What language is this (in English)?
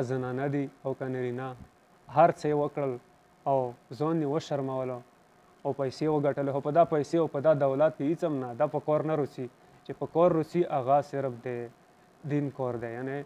Pashto